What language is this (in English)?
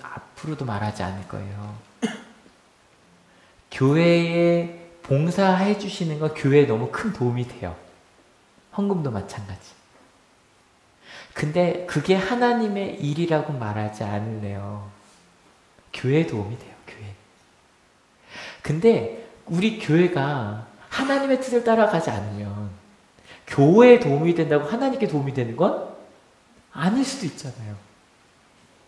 Korean